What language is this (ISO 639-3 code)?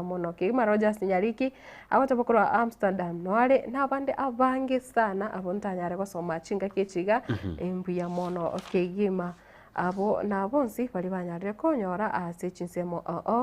guz